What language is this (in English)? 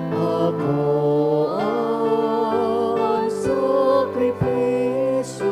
Bikol